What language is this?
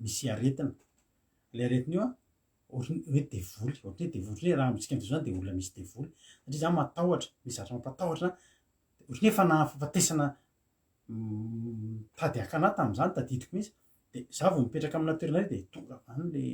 Malagasy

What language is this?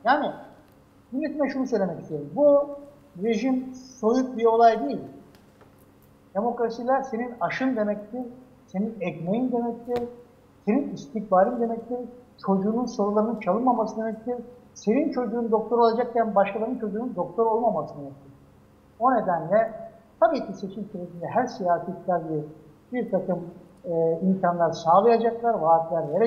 Turkish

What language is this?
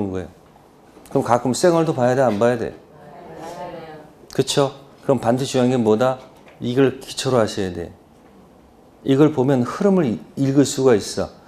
Korean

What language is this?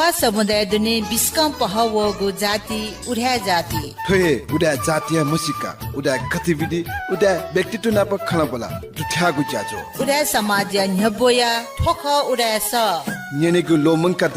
Newari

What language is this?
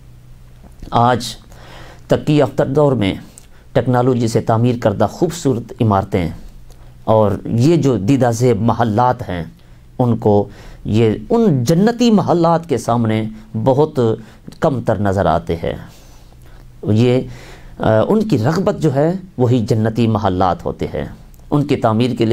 Urdu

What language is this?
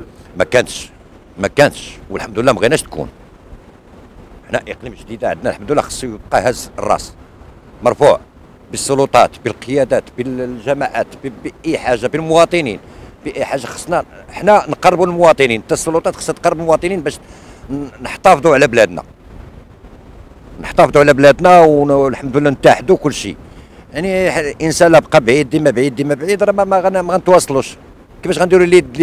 Moroccan Arabic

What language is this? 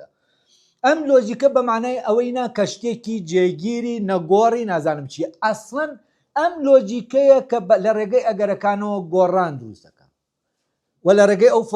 Central Kurdish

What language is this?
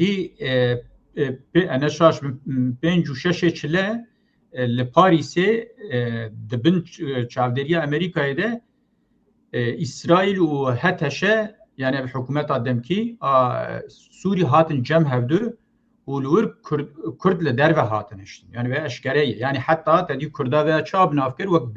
Kurdish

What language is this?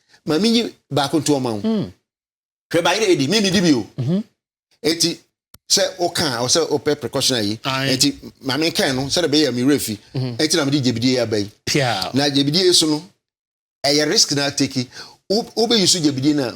Akan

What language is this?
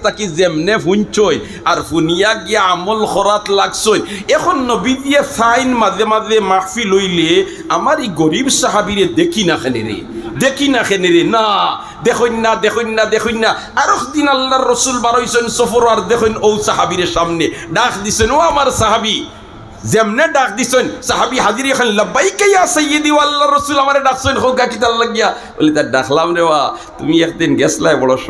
Sylheti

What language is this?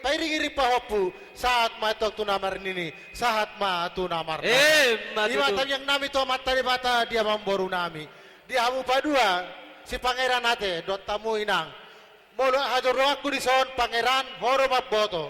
Batak Toba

